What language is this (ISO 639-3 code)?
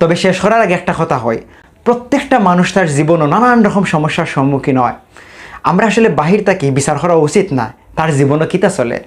syl